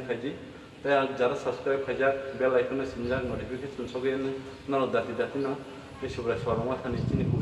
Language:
Kok Borok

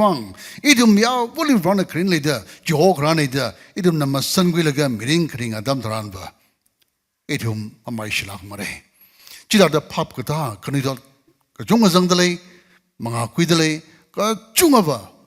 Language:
Tangkhul Naga (India)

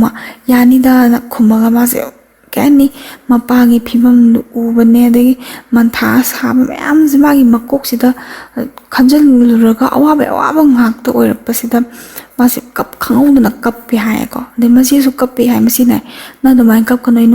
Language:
Manipuri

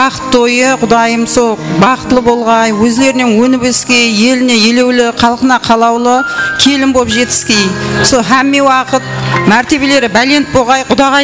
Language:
Kara-Kalpak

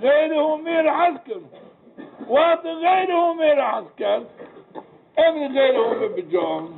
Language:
Zaza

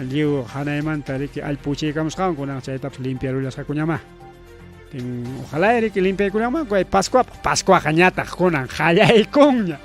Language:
Ayacucho Quechua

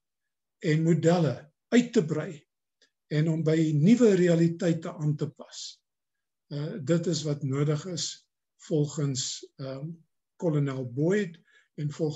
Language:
Afrikaans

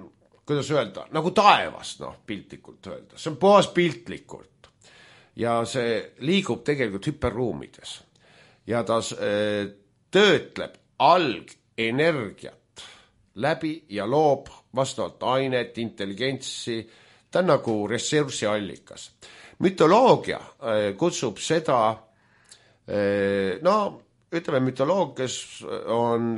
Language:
Estonian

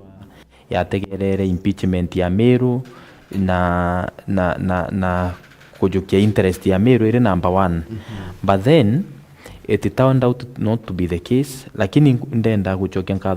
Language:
Meru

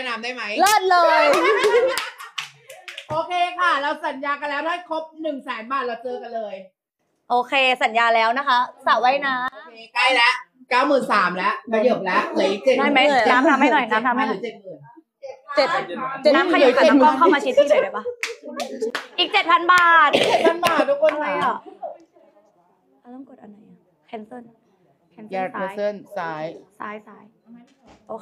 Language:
Thai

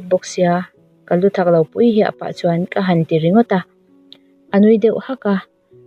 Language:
Mizo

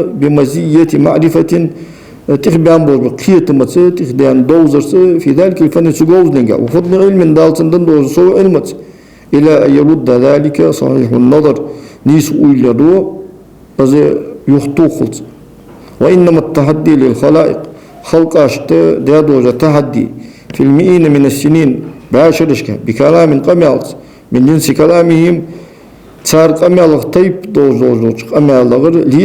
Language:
Ingush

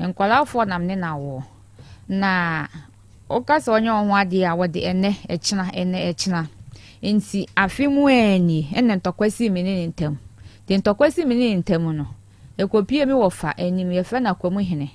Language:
Akan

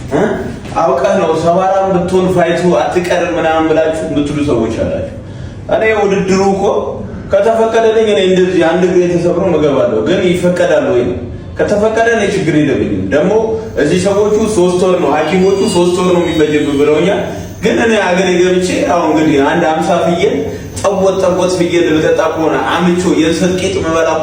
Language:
Amharic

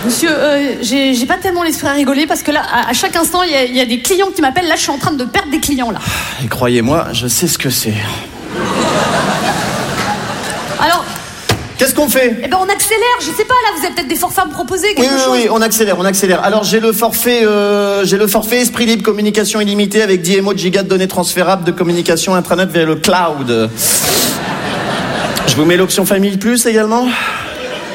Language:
French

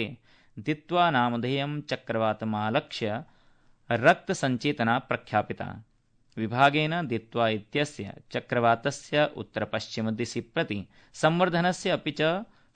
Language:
Sanskrit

